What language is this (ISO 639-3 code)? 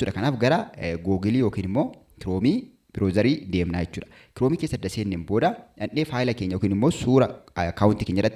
orm